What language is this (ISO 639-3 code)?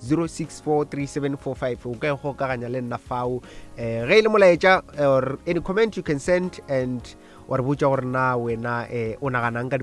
nso